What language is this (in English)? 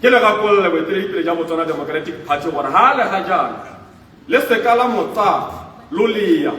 Tswana